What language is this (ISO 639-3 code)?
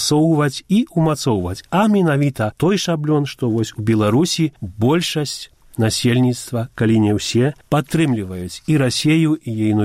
bel